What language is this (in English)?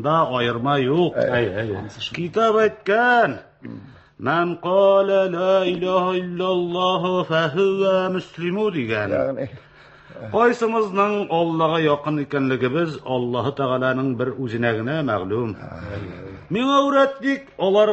Tatar